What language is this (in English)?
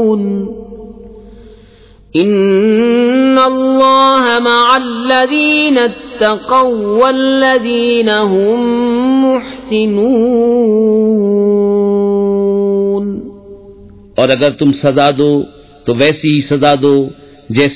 Urdu